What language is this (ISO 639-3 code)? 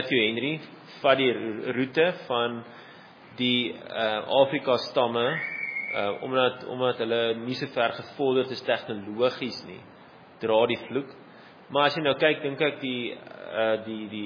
afr